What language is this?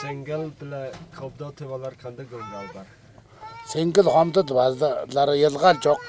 Tuvinian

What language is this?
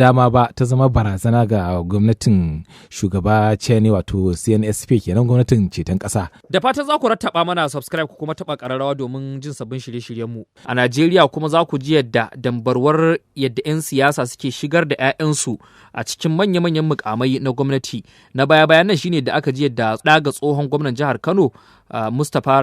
Hausa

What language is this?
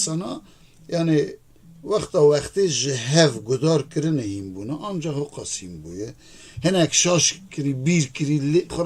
Kurdish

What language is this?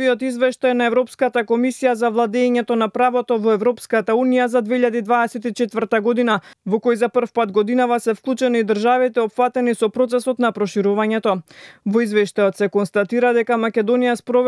Macedonian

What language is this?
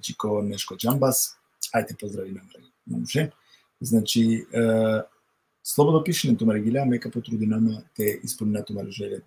Balkan Romani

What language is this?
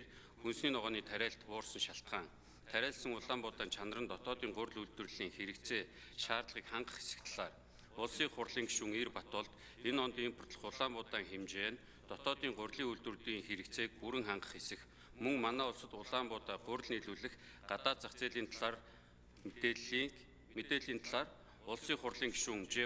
Mongolian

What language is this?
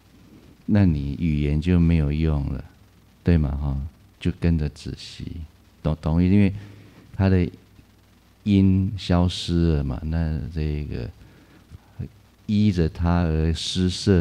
Chinese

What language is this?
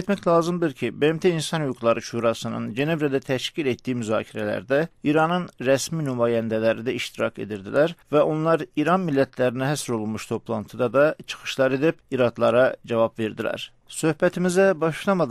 South Azerbaijani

